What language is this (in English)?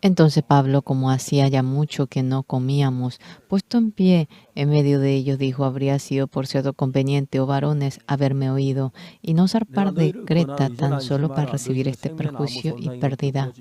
Aymara